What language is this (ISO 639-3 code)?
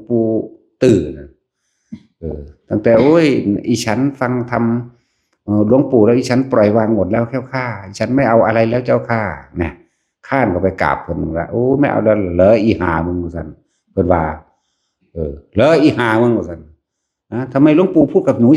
tts